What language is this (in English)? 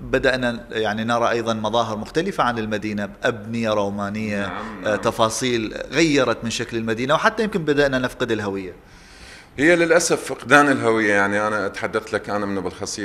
Mesopotamian Arabic